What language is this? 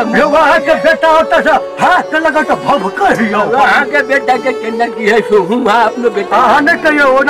Maithili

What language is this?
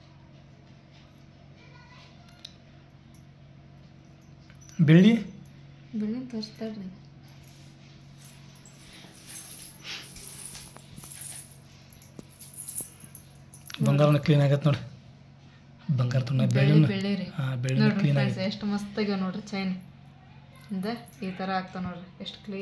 Kannada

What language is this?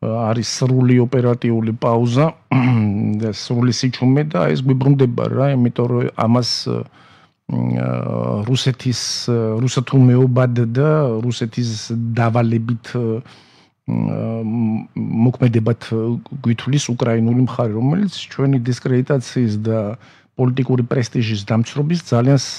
Georgian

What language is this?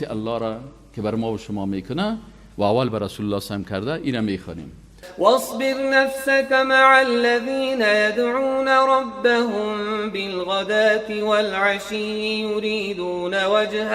Persian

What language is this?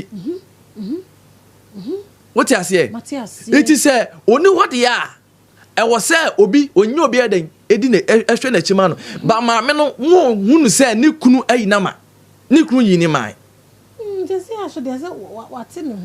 Akan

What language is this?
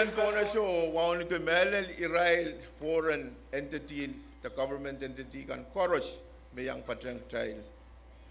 Pohnpeian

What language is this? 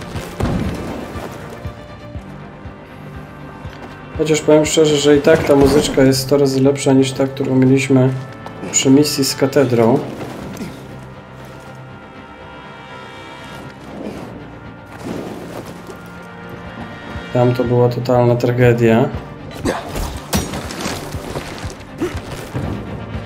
Polish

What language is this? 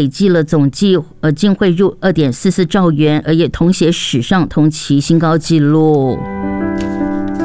Chinese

